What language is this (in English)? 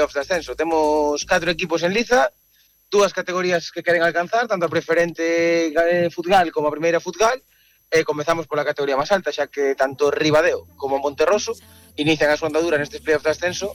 Galician